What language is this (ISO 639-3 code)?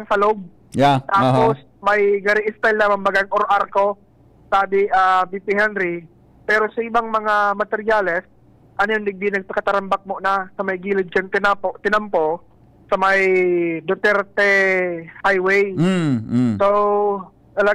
bik